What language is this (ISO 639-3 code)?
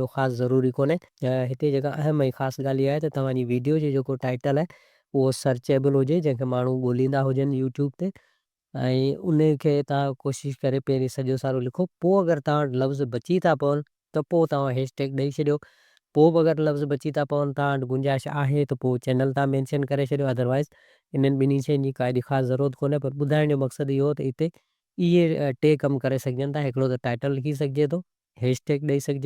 snd